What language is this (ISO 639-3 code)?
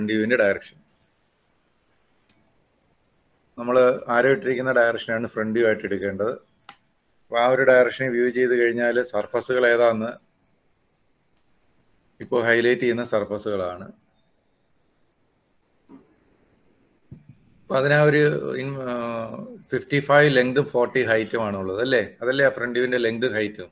mal